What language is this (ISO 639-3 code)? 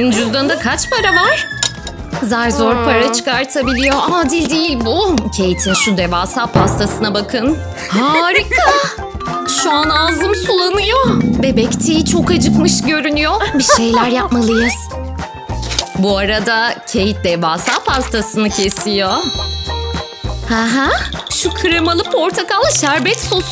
tur